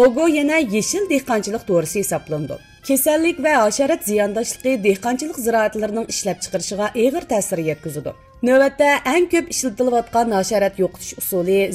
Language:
Uyghur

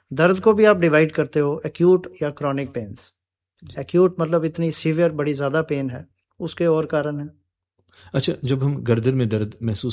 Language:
Hindi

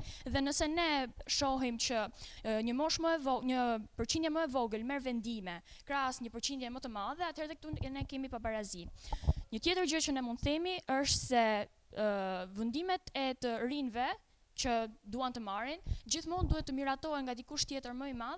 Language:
Albanian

